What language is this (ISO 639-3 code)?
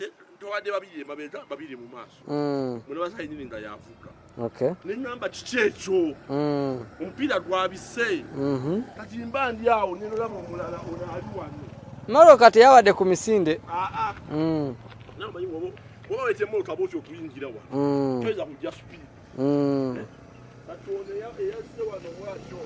lug